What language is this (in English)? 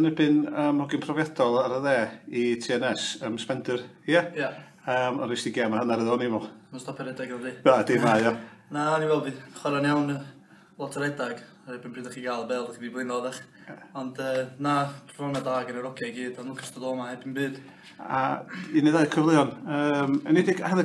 Welsh